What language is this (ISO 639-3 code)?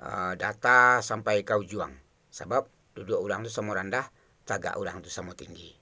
min